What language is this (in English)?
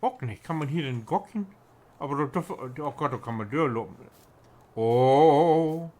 Low German